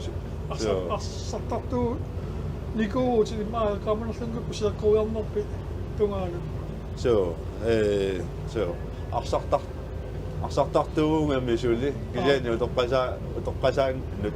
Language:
Kalaallisut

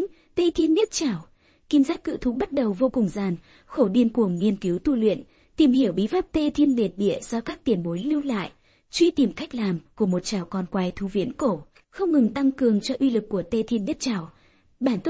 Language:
Vietnamese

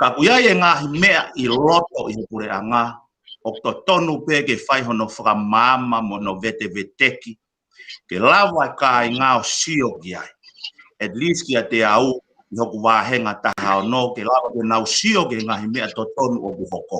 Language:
Tongan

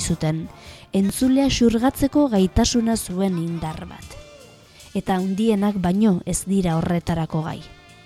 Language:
Basque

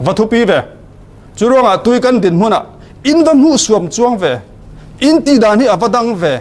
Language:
Falam Chin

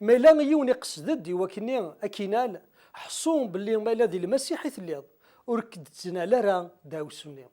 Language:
Kabyle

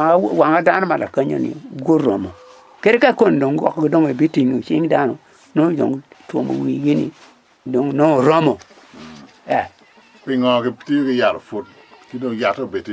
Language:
Acoli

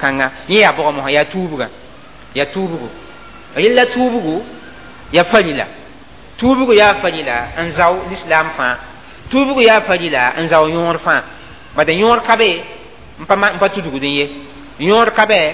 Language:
Mossi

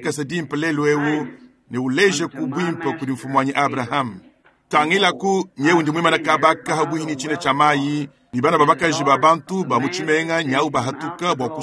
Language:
Luba-Lulua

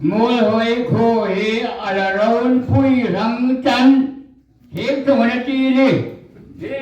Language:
Hmar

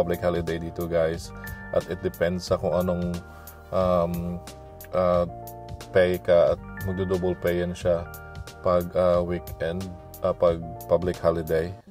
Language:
Filipino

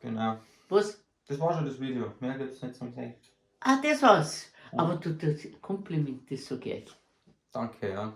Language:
Bavarian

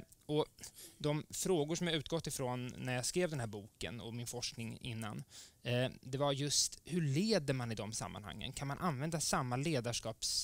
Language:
Swedish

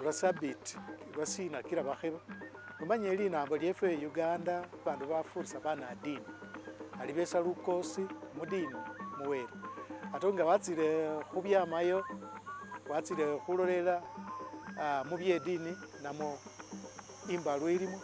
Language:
Masaaba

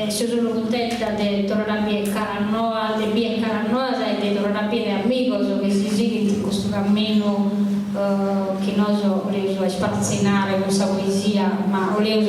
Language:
Sardinian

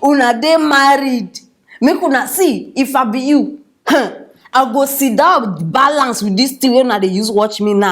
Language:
Nigerian Pidgin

